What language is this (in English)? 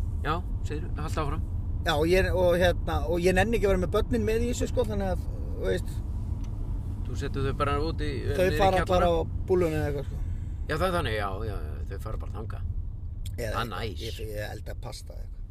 Icelandic